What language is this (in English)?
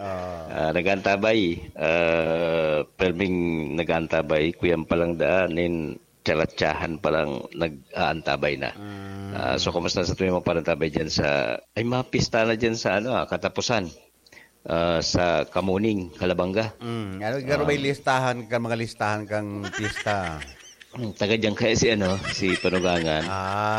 Bikol